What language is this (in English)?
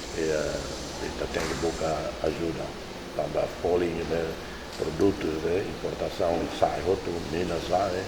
Tetum